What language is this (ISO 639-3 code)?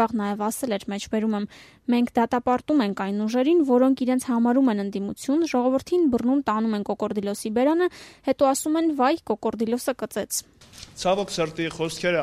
hye